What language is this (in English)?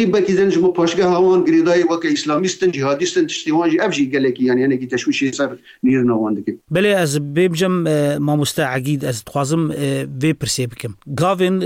Kurdish